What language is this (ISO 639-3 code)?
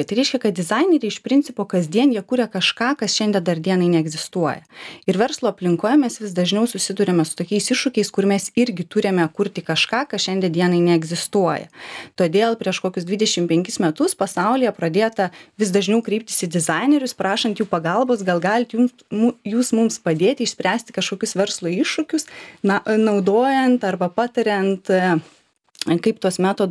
lit